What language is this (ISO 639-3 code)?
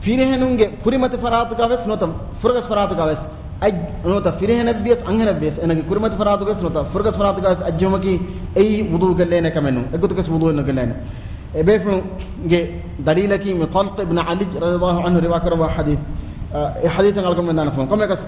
div